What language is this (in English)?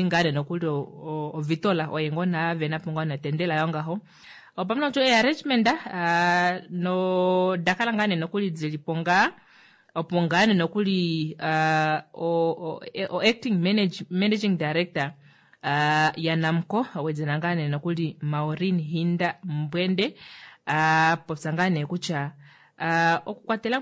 Kuanyama